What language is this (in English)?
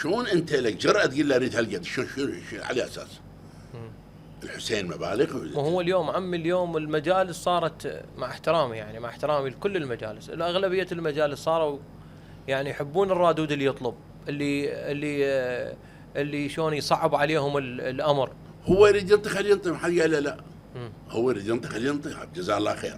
Mesopotamian Arabic